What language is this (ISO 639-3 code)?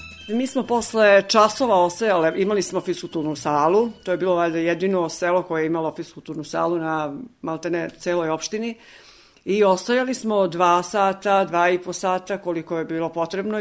srp